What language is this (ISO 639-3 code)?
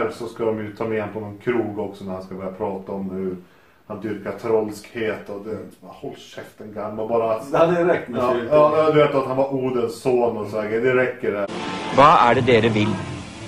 swe